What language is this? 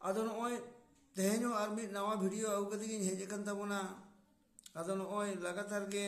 Santali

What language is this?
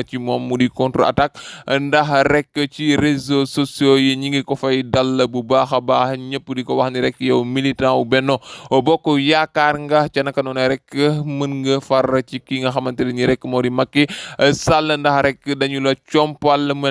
Wolof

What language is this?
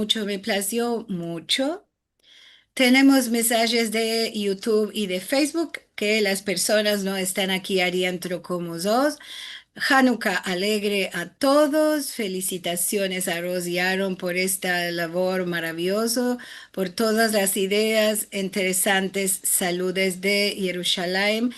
Ladino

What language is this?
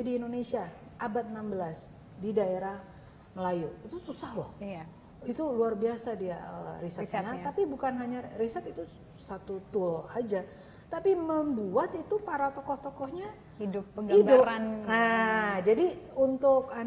Indonesian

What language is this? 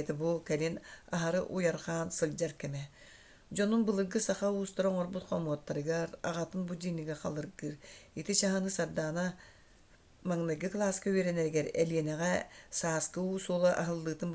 Yakut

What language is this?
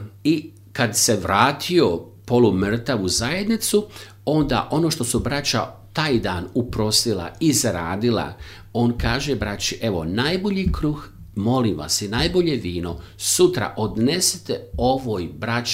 Croatian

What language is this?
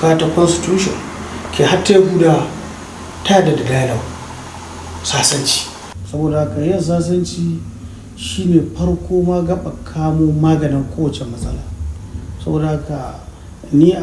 Hausa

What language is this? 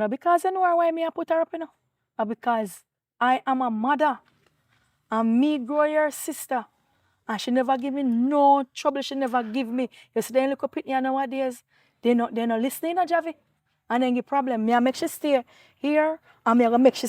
Jamaican Creole English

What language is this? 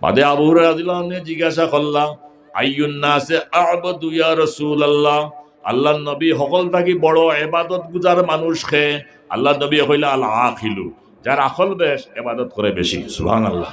Sylheti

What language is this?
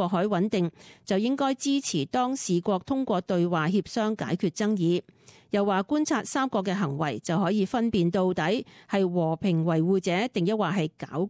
Cantonese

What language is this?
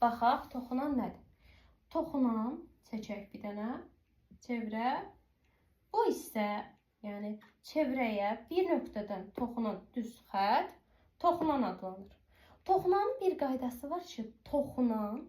Azerbaijani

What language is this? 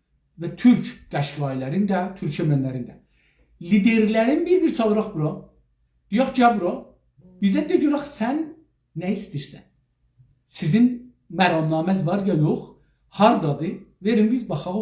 South Azerbaijani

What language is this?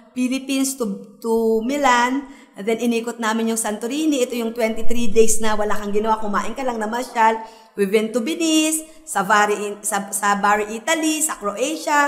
Filipino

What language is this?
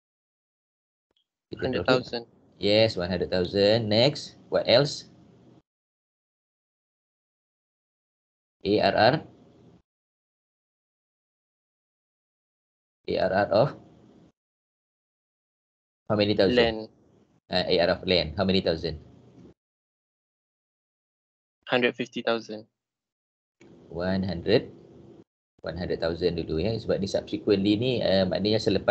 Malay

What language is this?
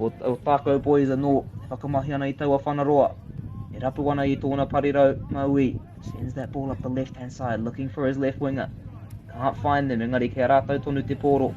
Māori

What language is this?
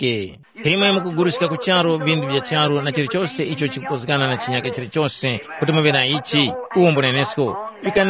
Tumbuka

